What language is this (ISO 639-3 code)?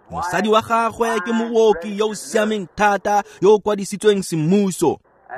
tsn